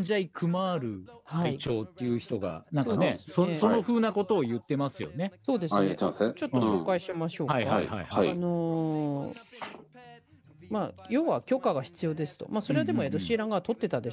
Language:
Japanese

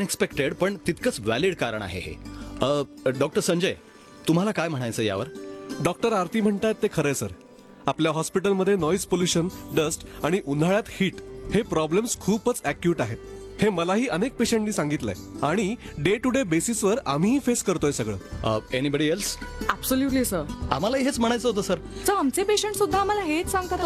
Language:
Marathi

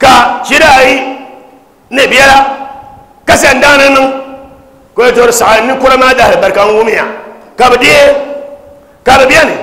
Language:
Dagbani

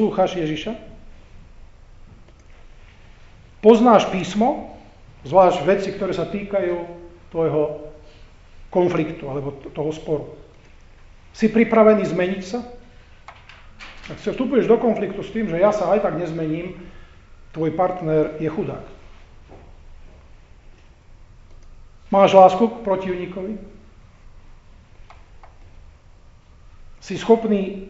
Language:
Slovak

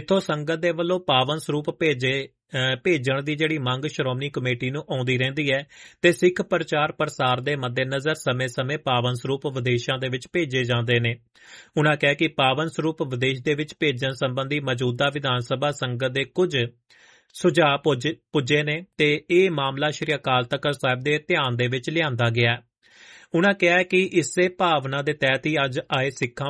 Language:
Punjabi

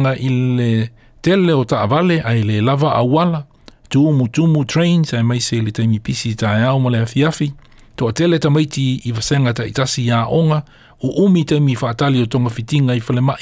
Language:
Samoan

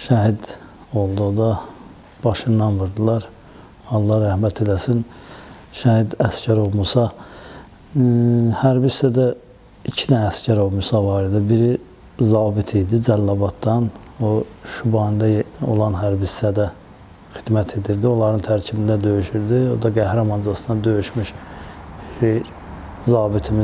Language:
Azerbaijani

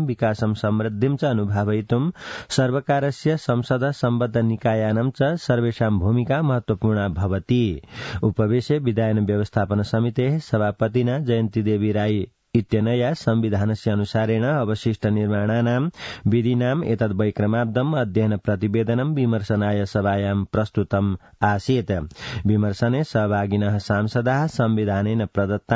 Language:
Sanskrit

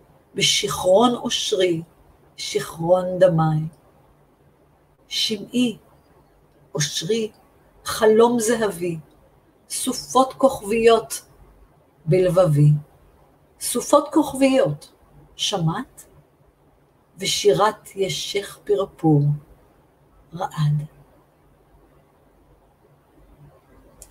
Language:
Hebrew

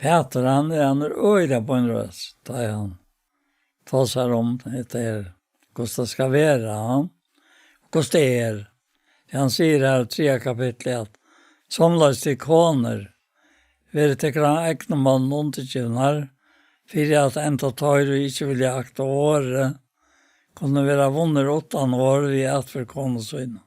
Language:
Faroese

